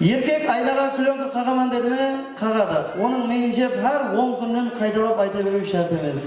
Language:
Kara-Kalpak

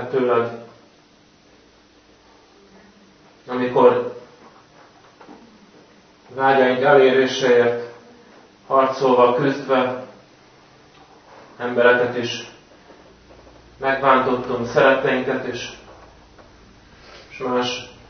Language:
Hungarian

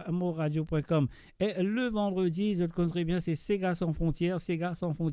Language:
Morisyen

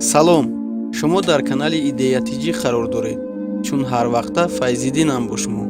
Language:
Tajik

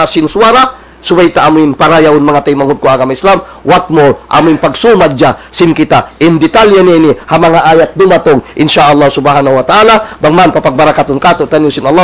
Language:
Tausug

